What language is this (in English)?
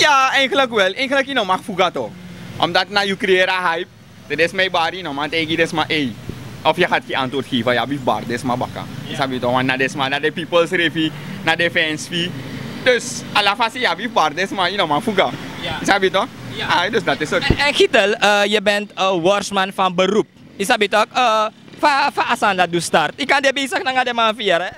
Sranan Tongo